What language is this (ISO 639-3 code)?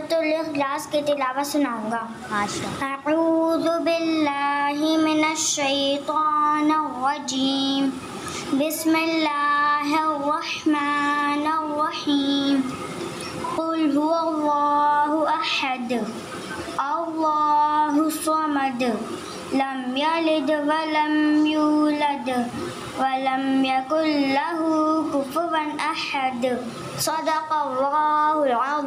hin